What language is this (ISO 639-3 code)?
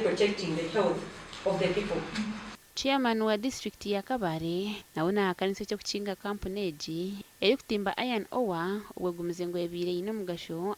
nyn